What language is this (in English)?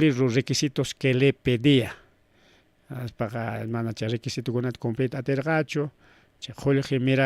Ayacucho Quechua